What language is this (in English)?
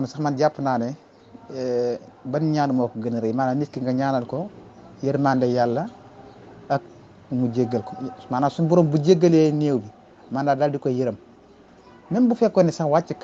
Wolof